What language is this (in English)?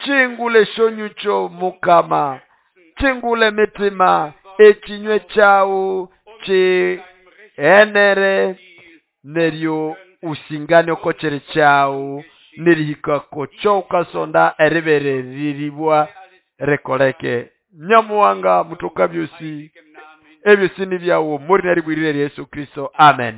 Nande